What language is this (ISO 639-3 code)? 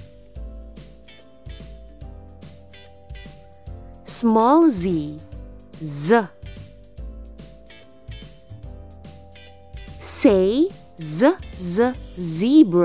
eng